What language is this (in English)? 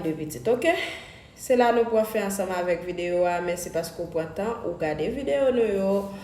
Haitian Creole